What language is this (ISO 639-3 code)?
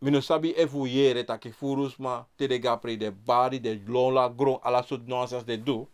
srn